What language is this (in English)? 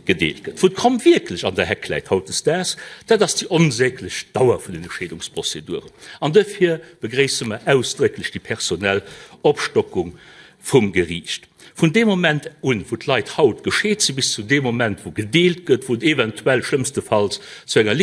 Luxembourgish